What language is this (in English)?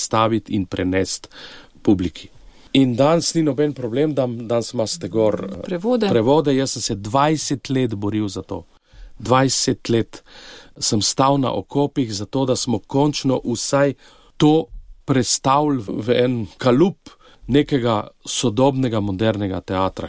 Slovenian